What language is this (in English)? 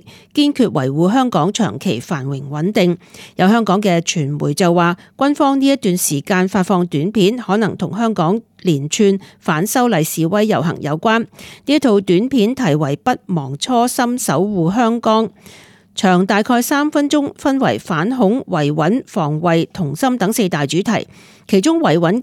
Cantonese